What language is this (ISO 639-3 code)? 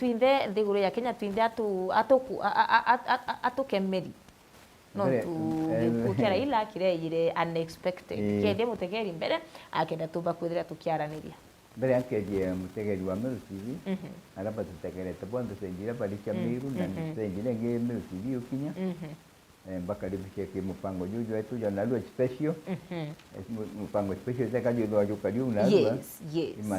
mer